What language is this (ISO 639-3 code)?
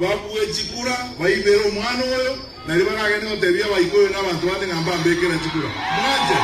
guz